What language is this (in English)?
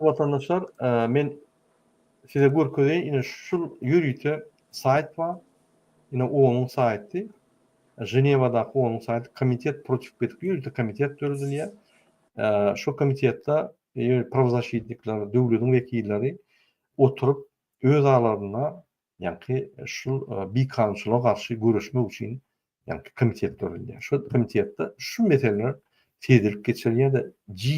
Turkmen